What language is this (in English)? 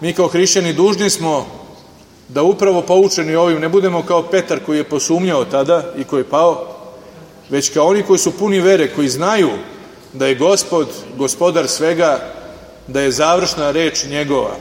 Serbian